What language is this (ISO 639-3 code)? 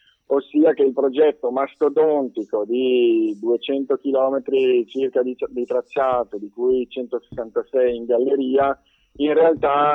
ita